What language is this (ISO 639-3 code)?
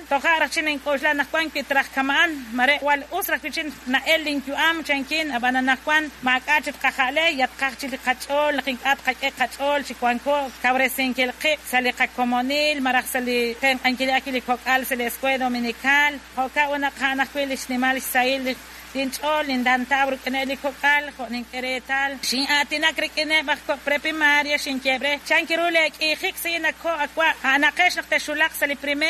kek